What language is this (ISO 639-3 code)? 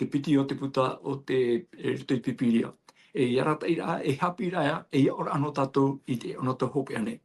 tah